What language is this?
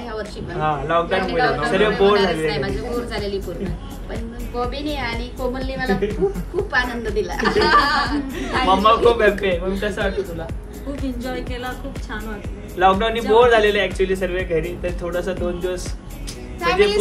Marathi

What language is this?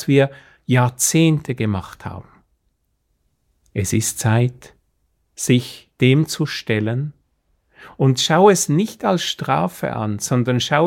German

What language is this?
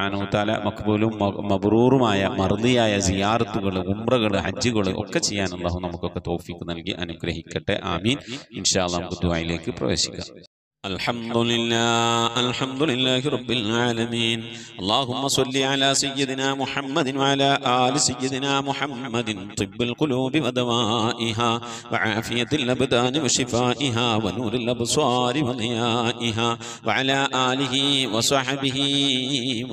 Malayalam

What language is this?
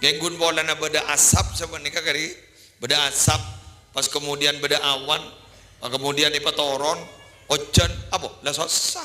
Madurese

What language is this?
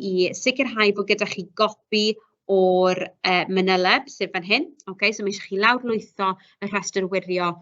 Welsh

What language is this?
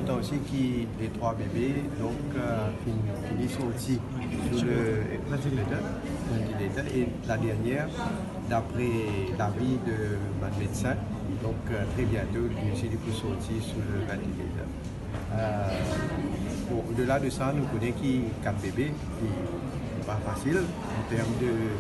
Morisyen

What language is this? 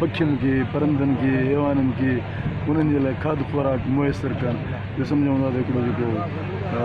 Sindhi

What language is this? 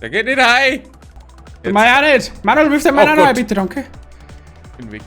Bavarian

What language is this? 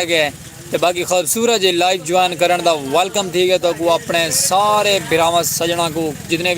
Saraiki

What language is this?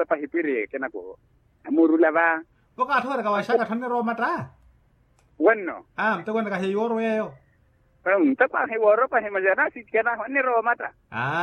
Makhuwa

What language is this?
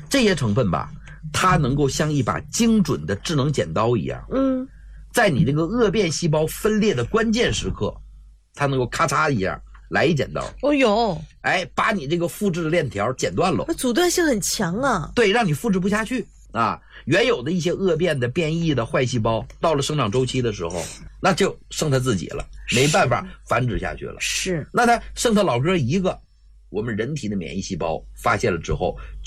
Chinese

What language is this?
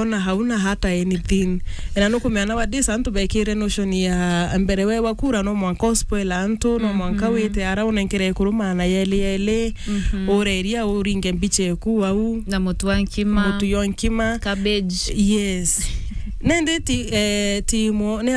Meru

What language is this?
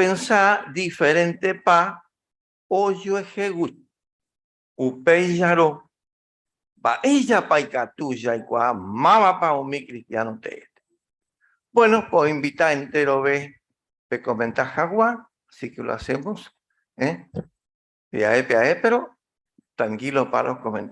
Guarani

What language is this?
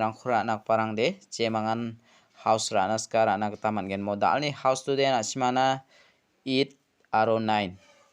Garo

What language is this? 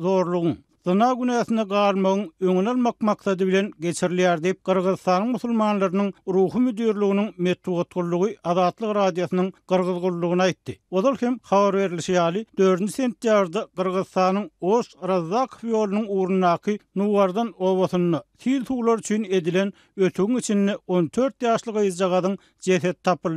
Turkmen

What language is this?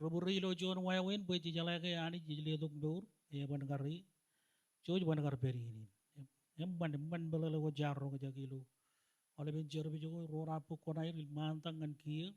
Marshallese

